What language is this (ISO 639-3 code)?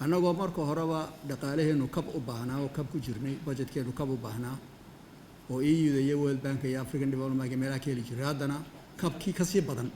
som